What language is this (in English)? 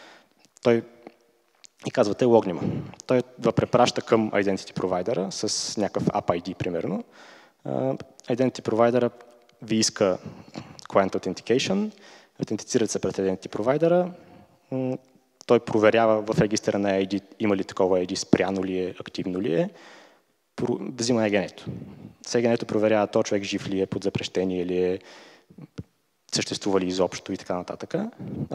Bulgarian